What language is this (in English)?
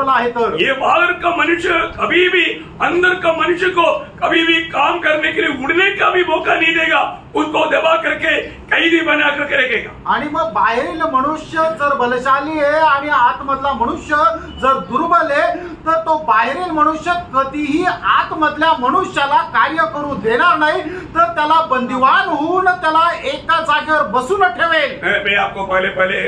Marathi